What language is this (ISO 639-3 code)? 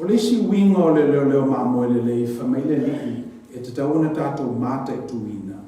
smo